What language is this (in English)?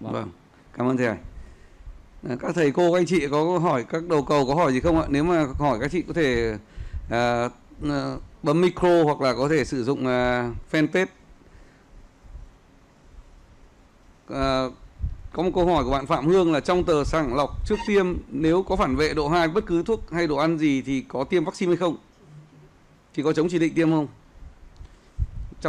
Vietnamese